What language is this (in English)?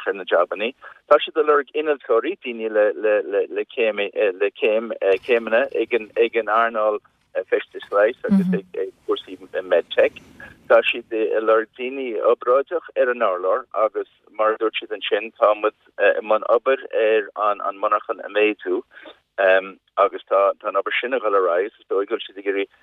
Irish